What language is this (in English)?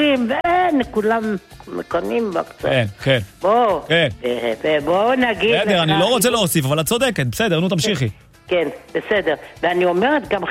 Hebrew